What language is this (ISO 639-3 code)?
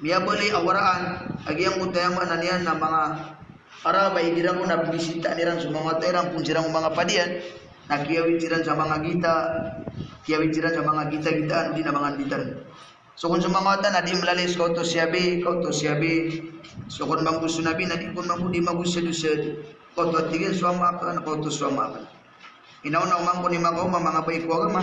mrw